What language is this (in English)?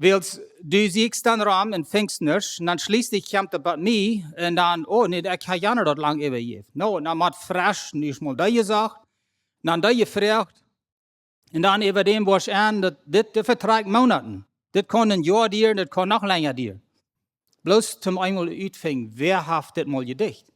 Plautdietsch